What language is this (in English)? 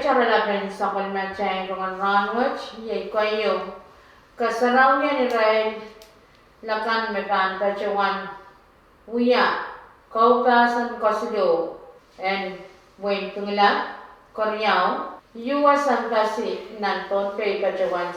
Pohnpeian